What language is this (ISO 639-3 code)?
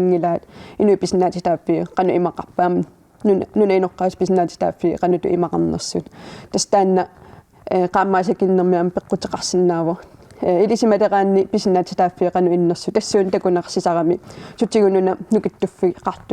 kal